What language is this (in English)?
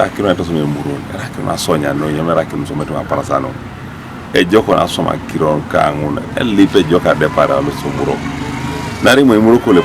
Teso